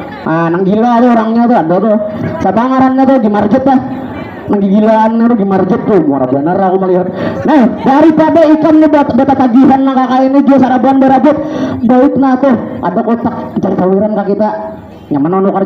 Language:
Banjar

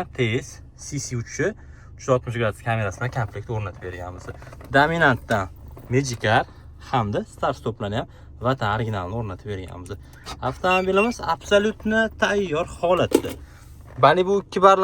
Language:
Uzbek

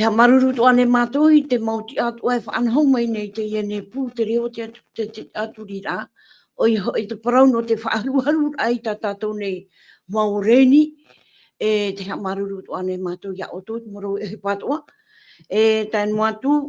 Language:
Tahitian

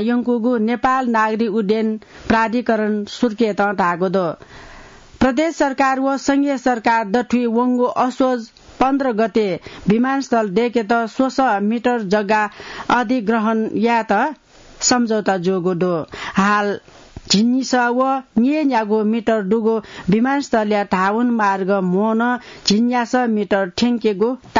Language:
Newari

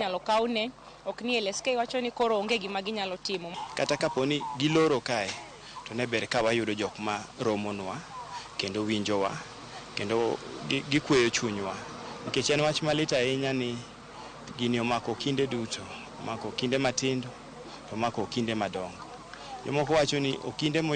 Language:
Luo (Kenya and Tanzania)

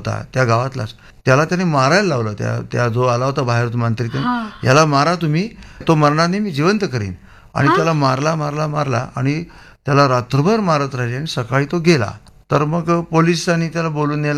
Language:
Marathi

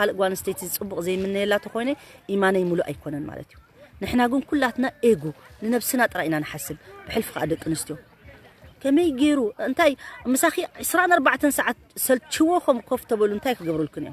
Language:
Tigrinya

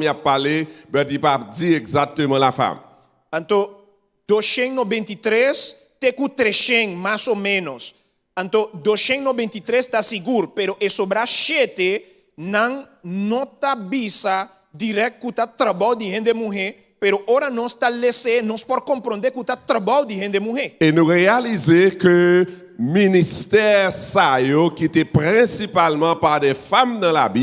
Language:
Papiamento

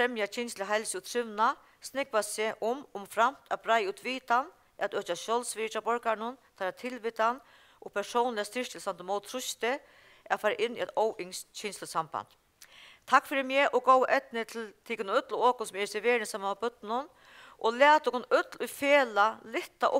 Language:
Faroese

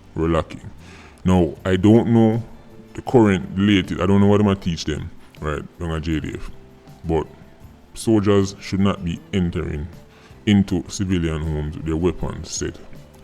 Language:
Jamaican Creole English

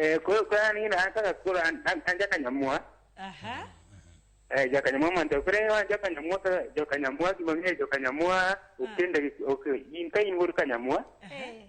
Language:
Luo (Kenya and Tanzania)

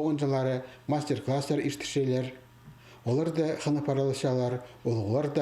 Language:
Khakas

